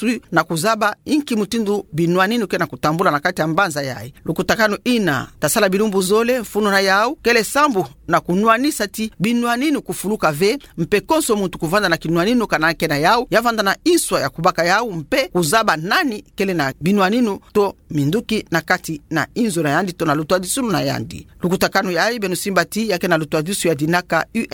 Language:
Kituba (Democratic Republic of Congo)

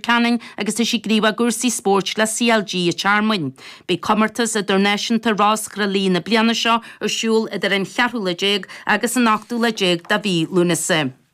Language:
Irish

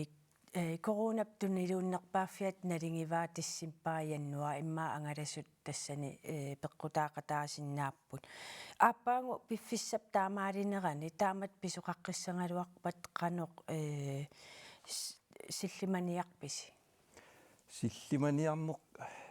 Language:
Kalaallisut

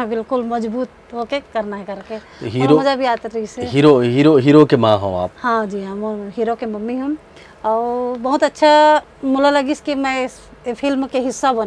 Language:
Chhattisgarhi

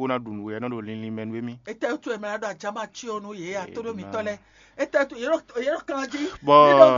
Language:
Fon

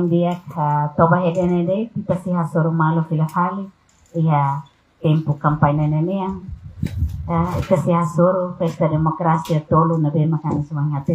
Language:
Tetum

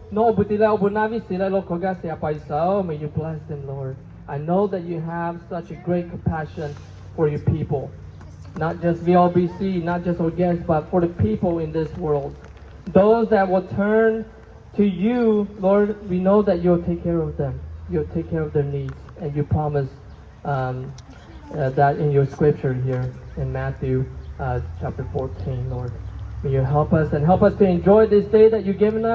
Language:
Lahu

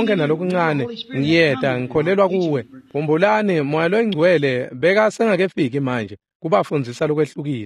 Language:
Swati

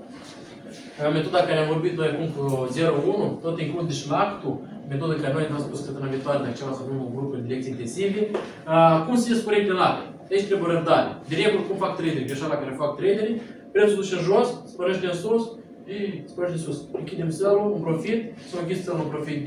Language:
Romanian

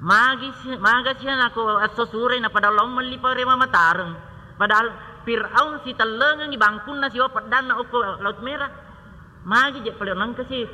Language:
Buginese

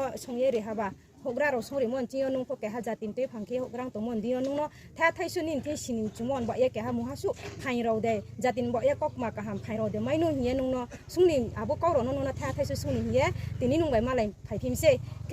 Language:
Riang (India)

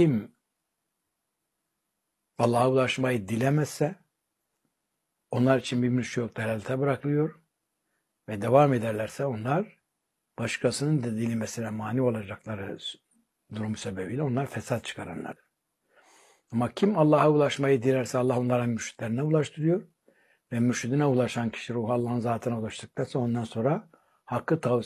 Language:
Turkish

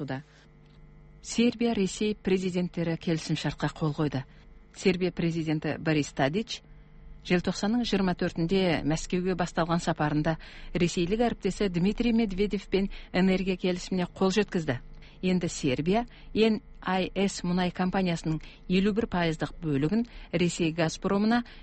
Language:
Kazakh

